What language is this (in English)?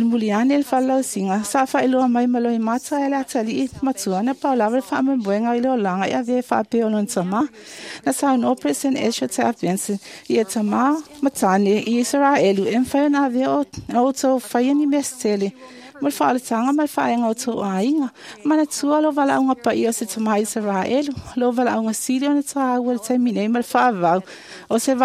Samoan